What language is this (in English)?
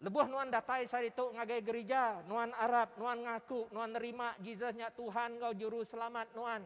Iban